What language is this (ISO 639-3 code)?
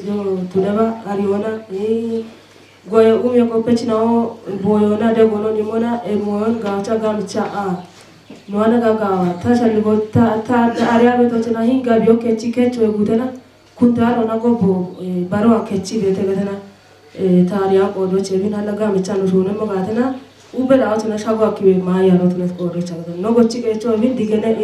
kbr